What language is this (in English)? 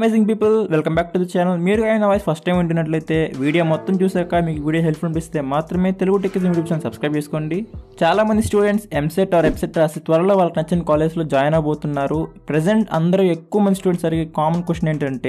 Telugu